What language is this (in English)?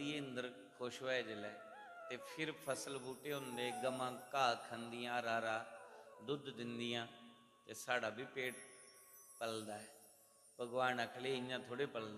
Dogri